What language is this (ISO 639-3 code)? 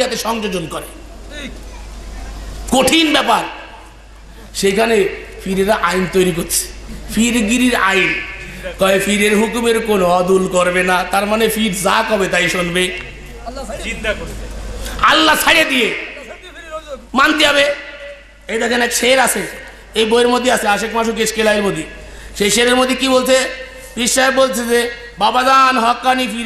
ben